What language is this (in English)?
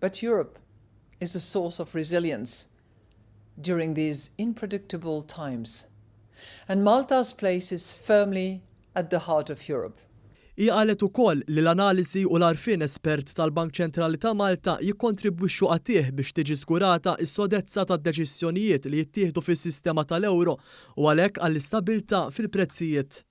Maltese